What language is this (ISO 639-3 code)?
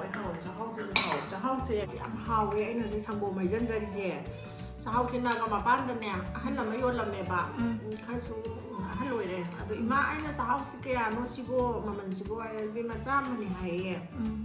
mni